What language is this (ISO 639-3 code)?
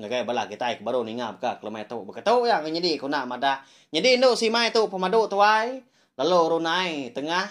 iba